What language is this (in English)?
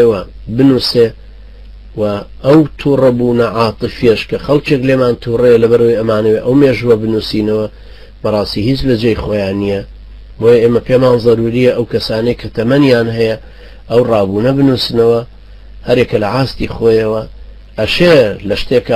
Central Kurdish